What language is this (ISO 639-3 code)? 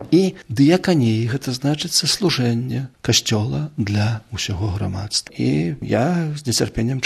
bel